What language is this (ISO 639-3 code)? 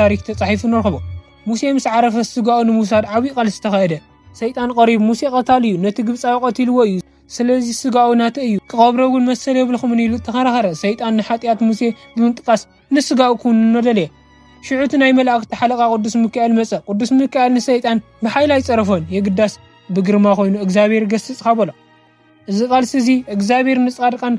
tir